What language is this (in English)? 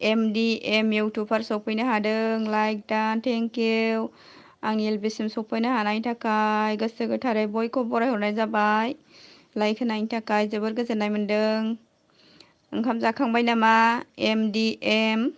Bodo